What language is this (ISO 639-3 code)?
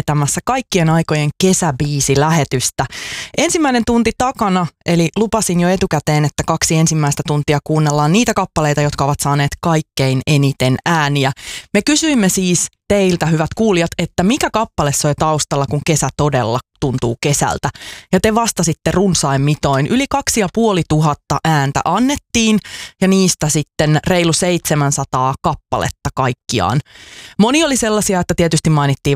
fin